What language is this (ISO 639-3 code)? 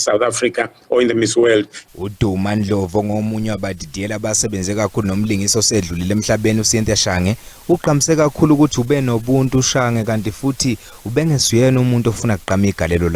zul